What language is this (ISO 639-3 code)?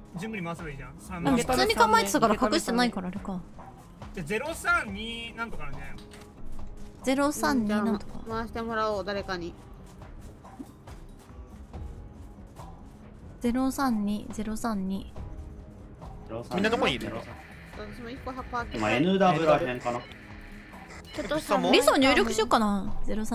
jpn